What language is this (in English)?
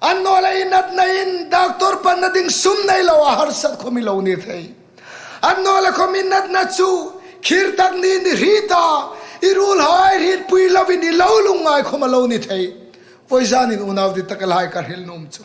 Hmar